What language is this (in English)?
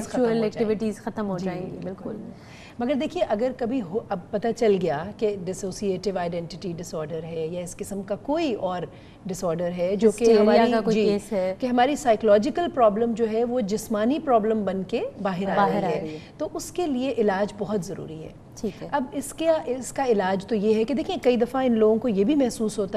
Urdu